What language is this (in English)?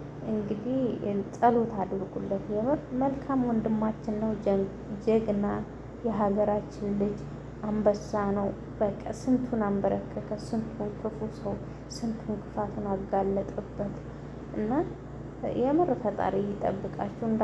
Amharic